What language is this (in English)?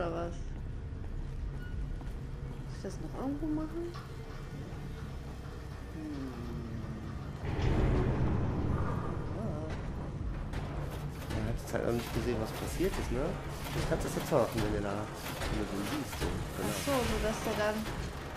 German